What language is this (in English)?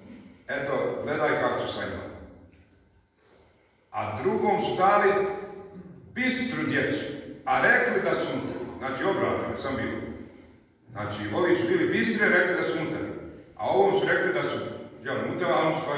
Bosnian